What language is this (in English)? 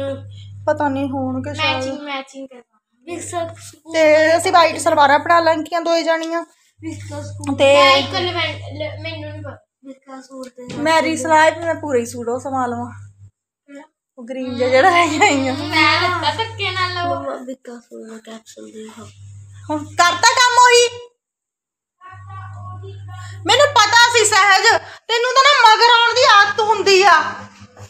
Punjabi